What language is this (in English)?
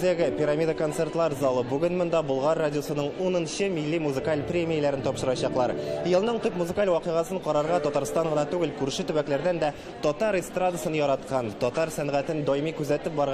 Tatar